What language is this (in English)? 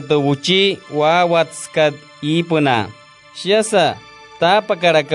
Wayuu